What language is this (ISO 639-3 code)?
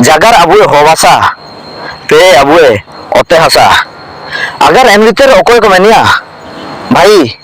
hoc